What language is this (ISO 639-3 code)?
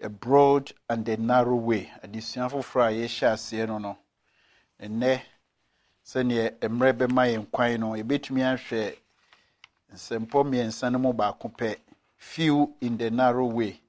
aka